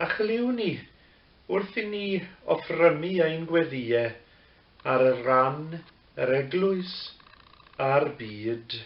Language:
Welsh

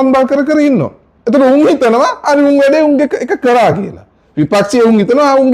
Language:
Sinhala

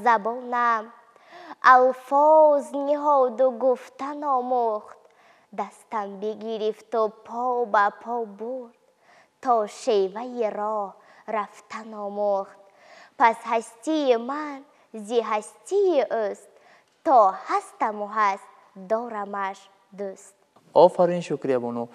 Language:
Tajik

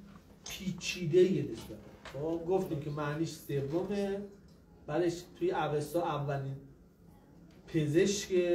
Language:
Persian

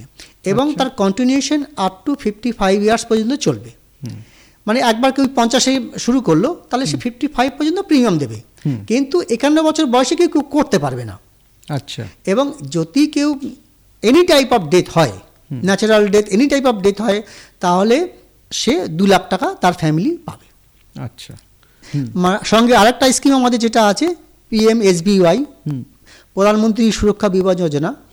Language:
Bangla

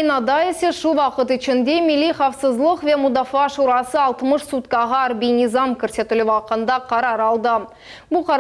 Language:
Crimean Tatar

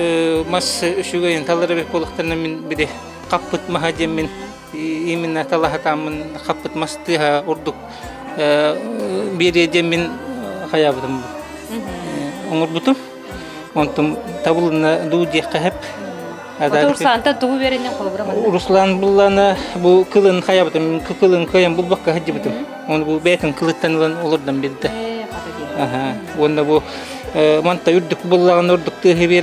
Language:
Yakut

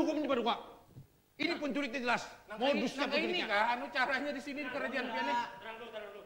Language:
Banjar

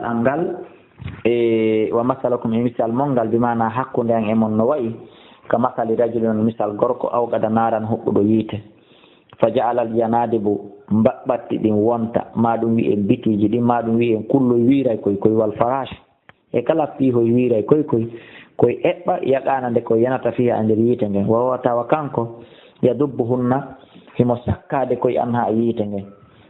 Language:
Fula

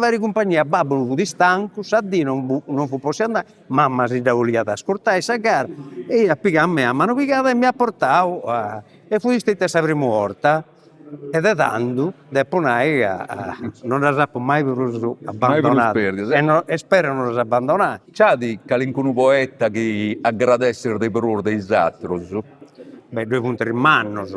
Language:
Sardinian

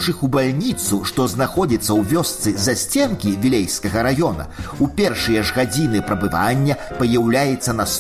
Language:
Belarusian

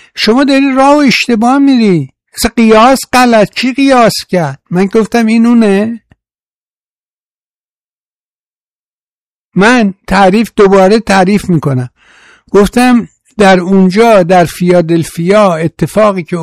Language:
Persian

